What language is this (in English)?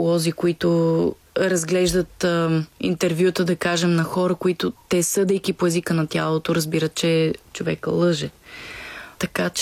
Bulgarian